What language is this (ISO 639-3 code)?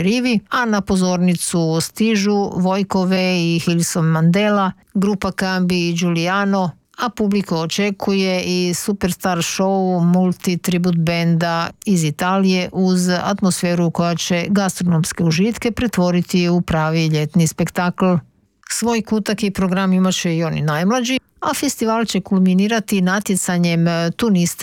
hrv